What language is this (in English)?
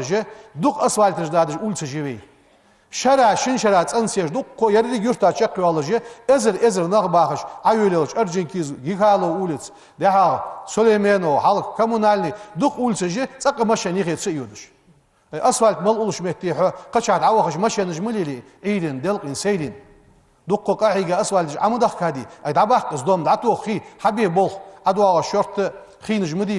Ingush